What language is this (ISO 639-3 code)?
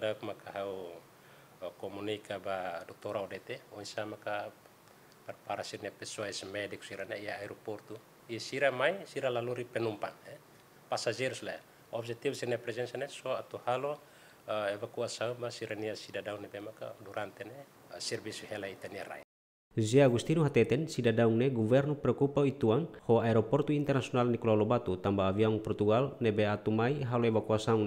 tet